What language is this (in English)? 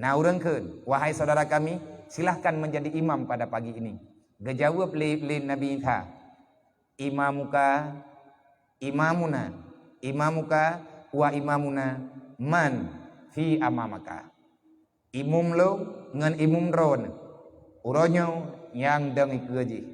Achinese